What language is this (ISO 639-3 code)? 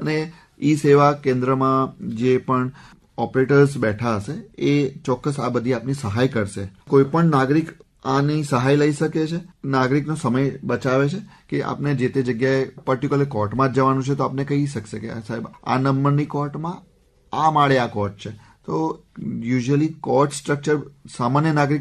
guj